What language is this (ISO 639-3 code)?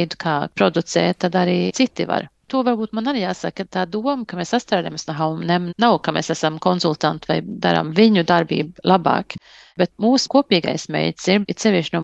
lav